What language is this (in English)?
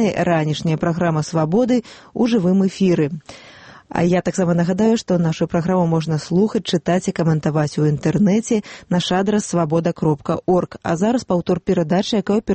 Belarusian